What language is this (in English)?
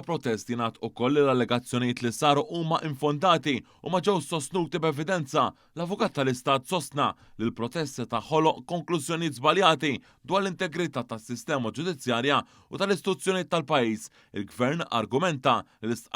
Maltese